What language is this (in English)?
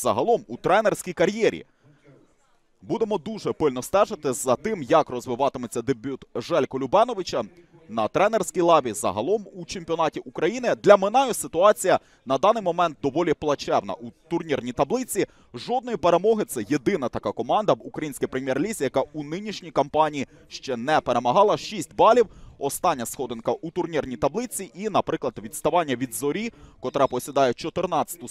Ukrainian